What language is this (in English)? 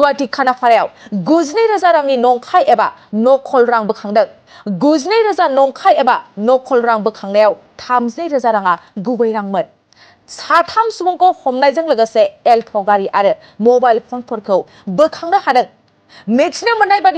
Bodo